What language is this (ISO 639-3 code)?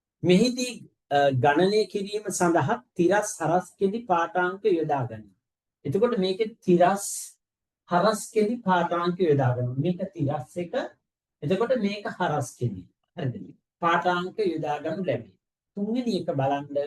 sin